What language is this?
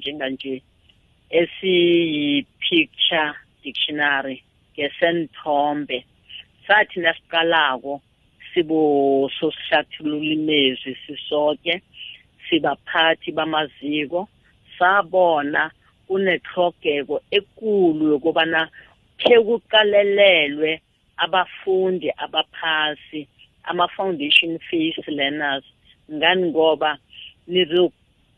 South Ndebele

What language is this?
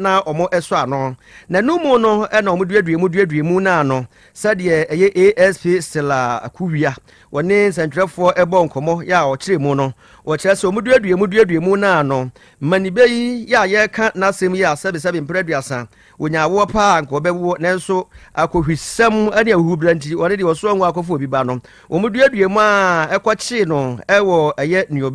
Akan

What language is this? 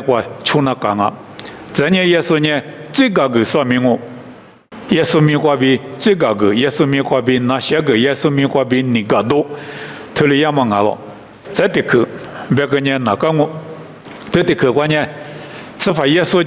Lisu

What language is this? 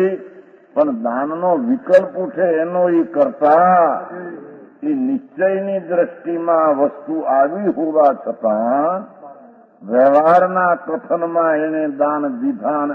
Gujarati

